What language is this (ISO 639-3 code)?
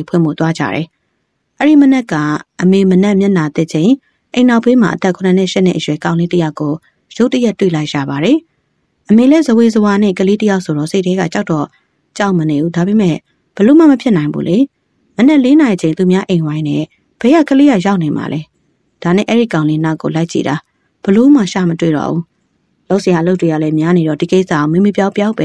mya